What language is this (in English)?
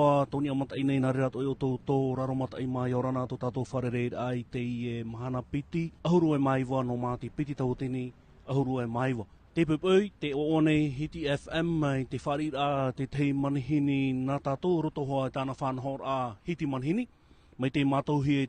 Tahitian